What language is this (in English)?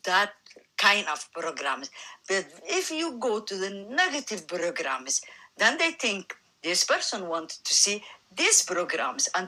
English